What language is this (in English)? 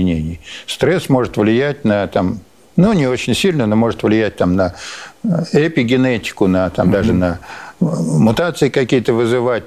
Russian